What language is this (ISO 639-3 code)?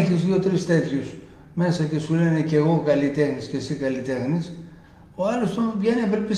ell